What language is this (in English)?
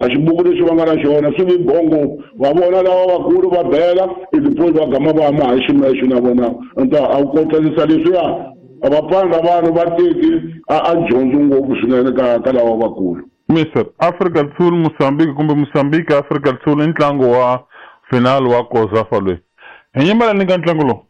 Tsonga